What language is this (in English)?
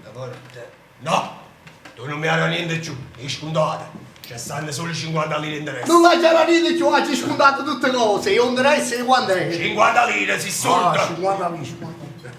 Neapolitan